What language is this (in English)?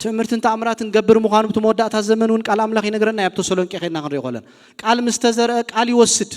Tigrinya